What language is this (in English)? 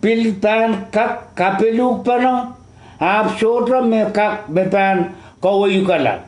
Pohnpeian